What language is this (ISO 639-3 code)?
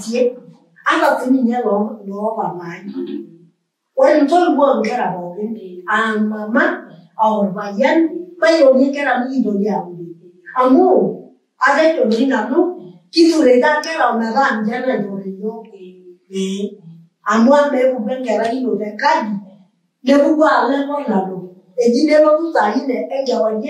mas